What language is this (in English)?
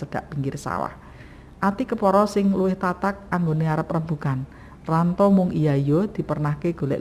Javanese